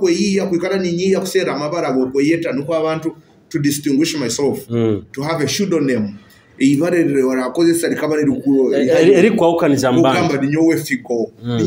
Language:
Nyoro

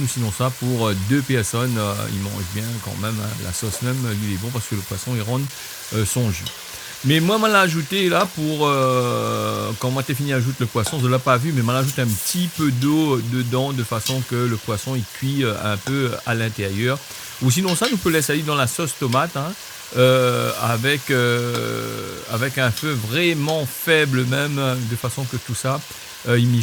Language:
Réunion Creole French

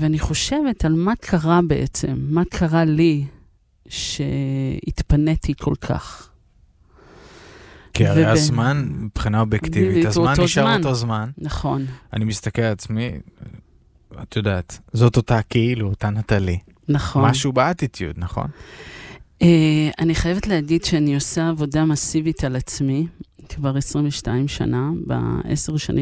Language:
Hebrew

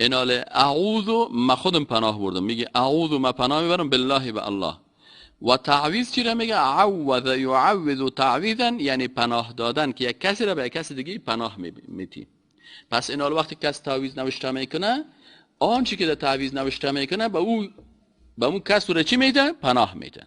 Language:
Persian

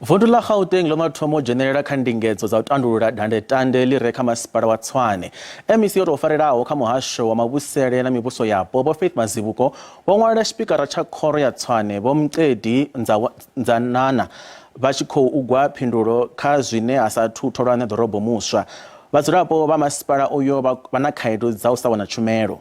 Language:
Venda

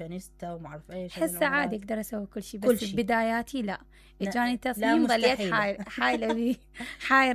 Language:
Mesopotamian Arabic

